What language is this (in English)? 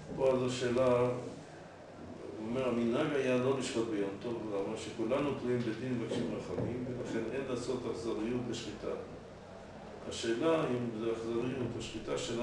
Hebrew